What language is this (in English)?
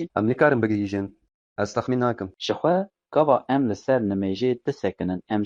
Kurdish